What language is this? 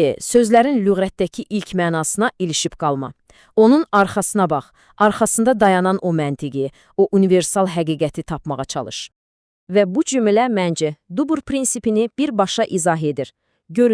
Azerbaijani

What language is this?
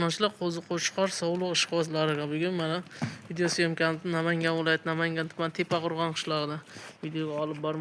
Uzbek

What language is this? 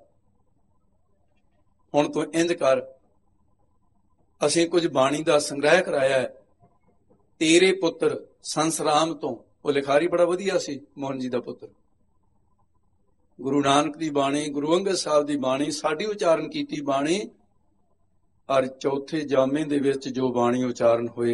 Punjabi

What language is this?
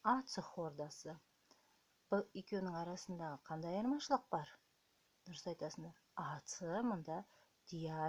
Kazakh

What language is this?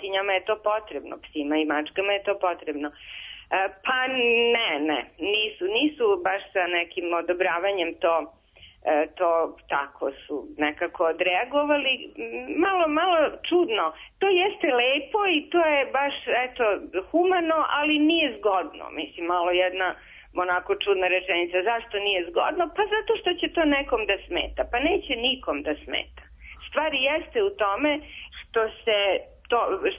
Serbian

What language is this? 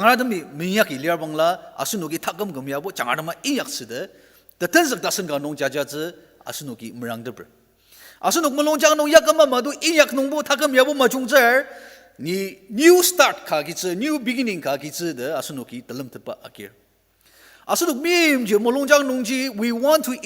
Ao Naga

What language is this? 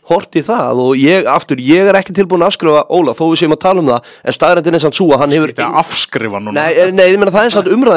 Icelandic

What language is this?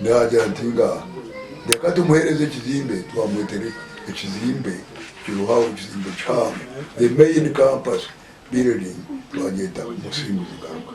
Nyankole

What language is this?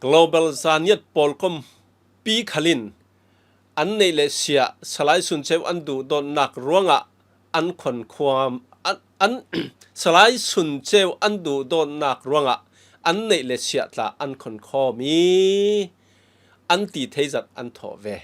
Falam Chin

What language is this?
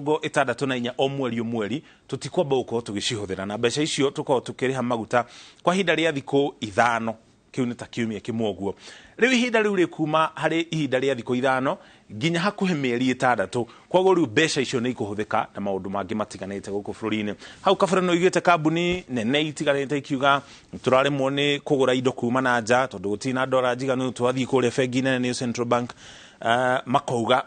Kikuyu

